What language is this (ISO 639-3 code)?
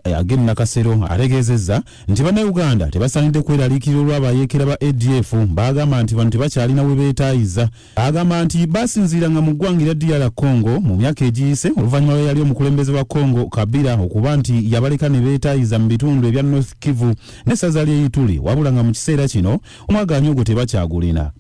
lug